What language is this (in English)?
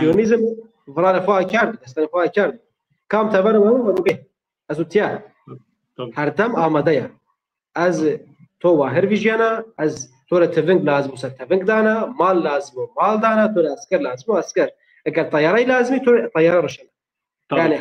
Zaza